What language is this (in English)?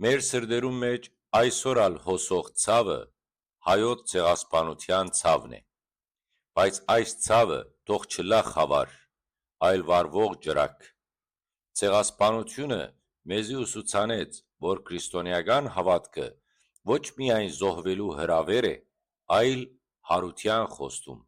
Western Armenian